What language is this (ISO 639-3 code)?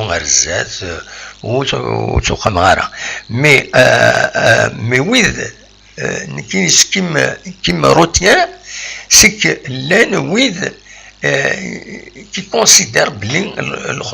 kab